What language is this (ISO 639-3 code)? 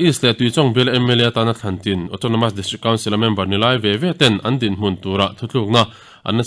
lus